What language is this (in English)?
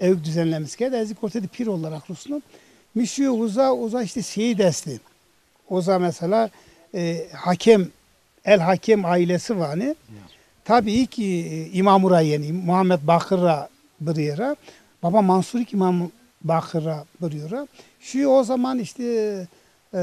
Zaza